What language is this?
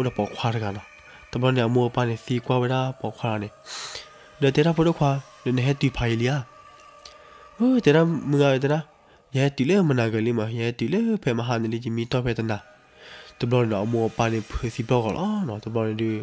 S'gaw Karen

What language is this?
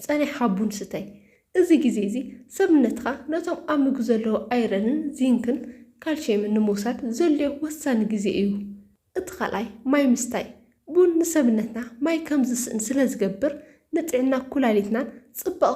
Tigrinya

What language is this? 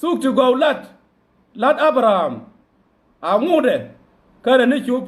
Nuer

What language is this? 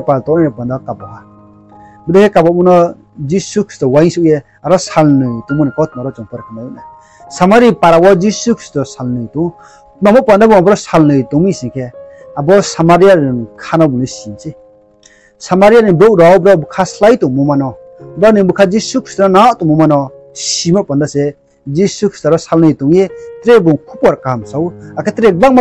Riang (India)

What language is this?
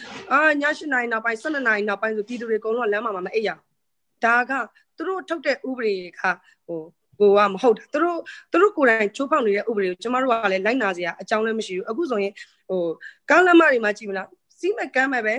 Burmese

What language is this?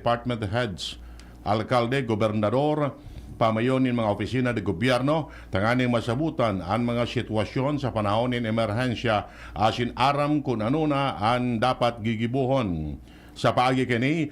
Bikol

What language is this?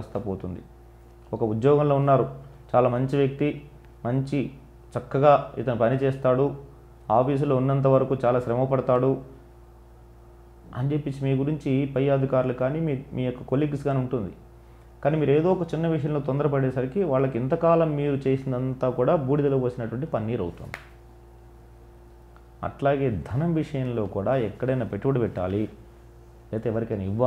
Telugu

